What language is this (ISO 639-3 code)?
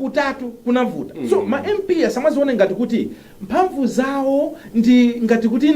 nya